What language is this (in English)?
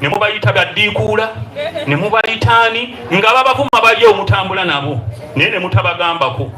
Soga